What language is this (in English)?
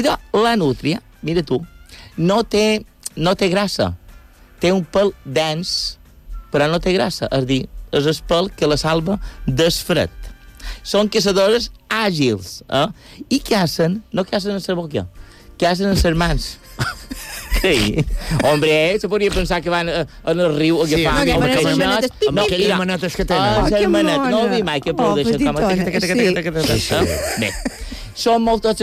Catalan